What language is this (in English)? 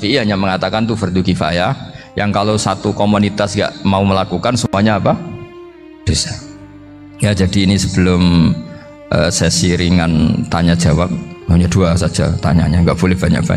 Indonesian